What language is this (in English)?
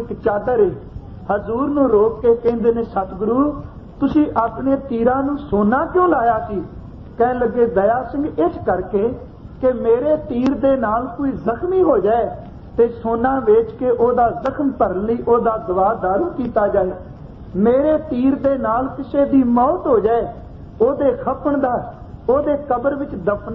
Punjabi